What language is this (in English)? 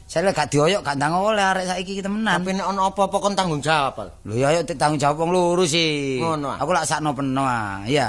Javanese